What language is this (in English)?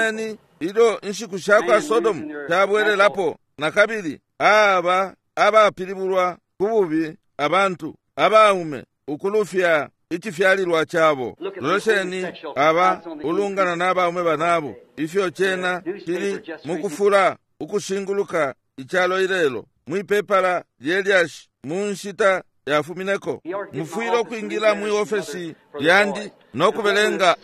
Bemba